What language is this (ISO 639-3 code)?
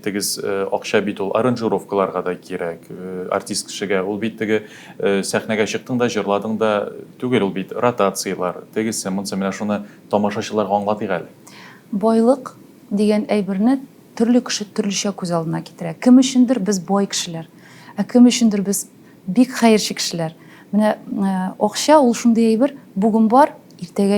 tat